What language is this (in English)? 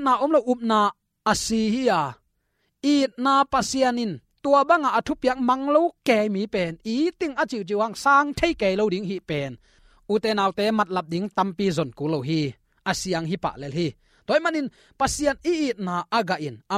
Tedim Chin